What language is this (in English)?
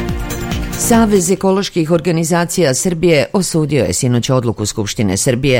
Serbian